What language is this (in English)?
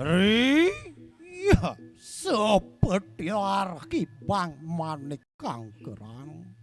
Balinese